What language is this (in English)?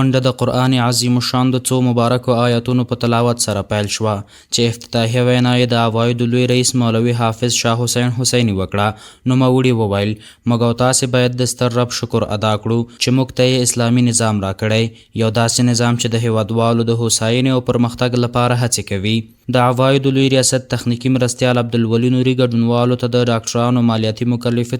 Pashto